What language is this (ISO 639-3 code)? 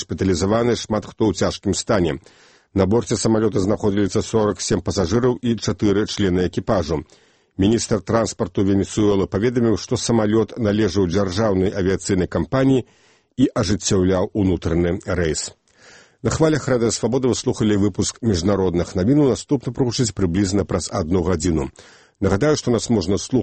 bel